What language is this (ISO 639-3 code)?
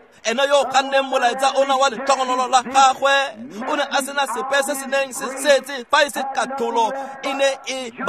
tsn